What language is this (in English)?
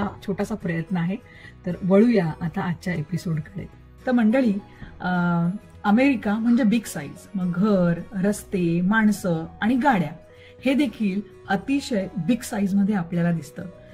Marathi